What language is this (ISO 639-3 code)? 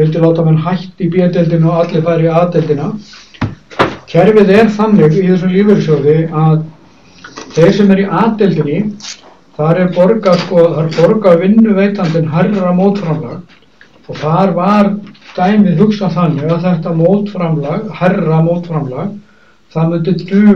isl